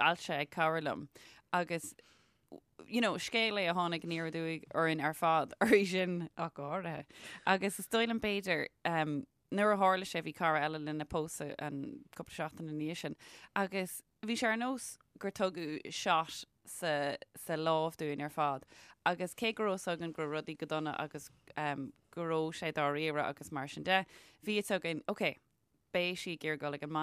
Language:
Irish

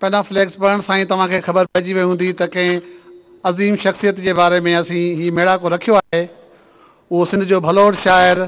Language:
Sindhi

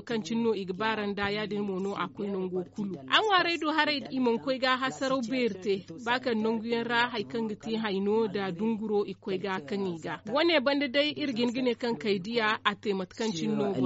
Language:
Zarma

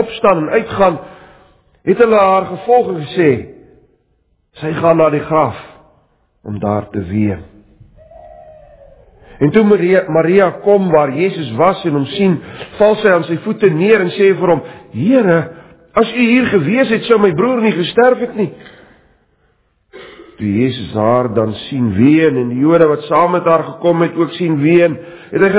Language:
Afrikaans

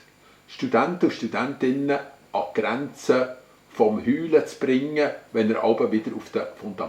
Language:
Swiss German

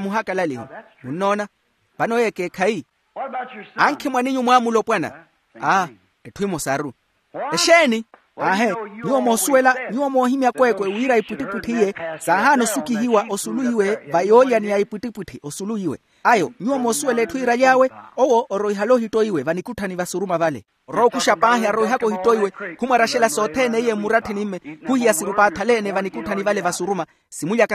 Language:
Makhuwa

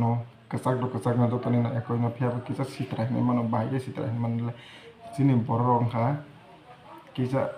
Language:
Kok Borok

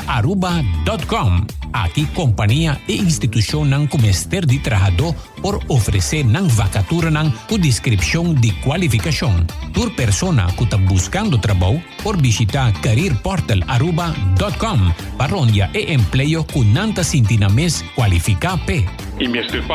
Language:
Papiamento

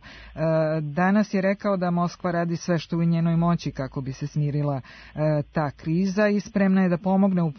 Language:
Serbian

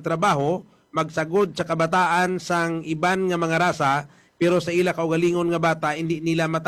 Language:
Hiligaynon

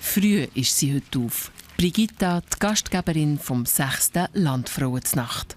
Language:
Swiss German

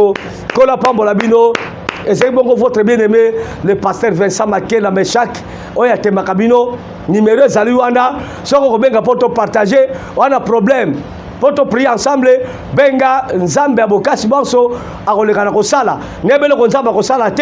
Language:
Lingala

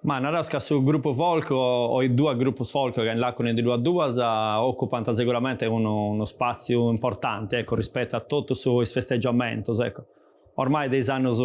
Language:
Sardinian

